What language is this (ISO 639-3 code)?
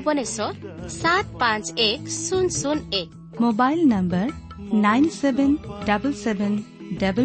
ori